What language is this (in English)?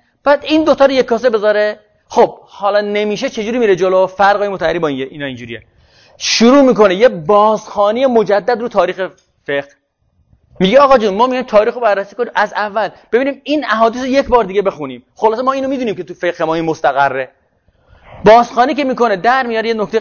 Persian